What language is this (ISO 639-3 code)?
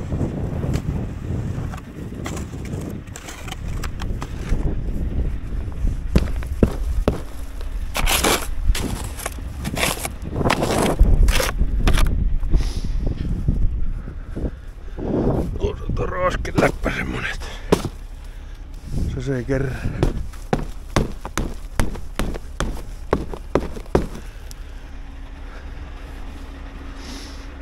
fin